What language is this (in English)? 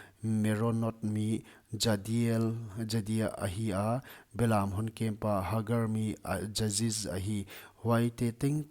Paite Chin